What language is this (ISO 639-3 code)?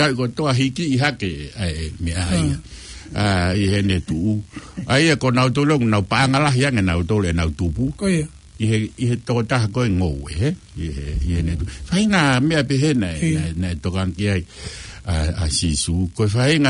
ton